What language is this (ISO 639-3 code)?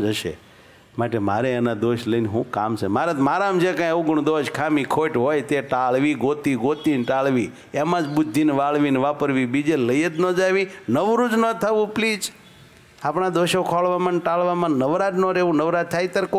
guj